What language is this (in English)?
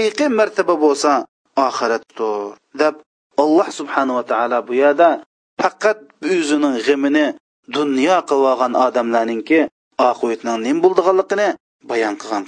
Uyghur